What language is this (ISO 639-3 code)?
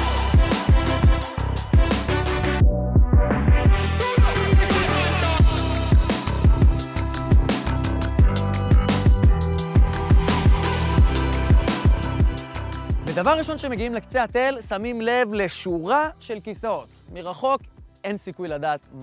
heb